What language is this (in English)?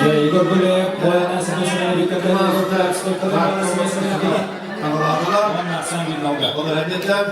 Yakut